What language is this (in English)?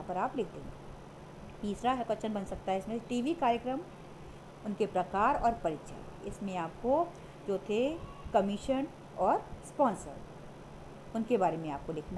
Hindi